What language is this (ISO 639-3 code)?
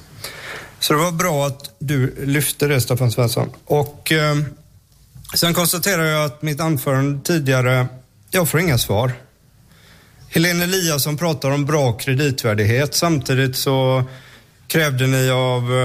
swe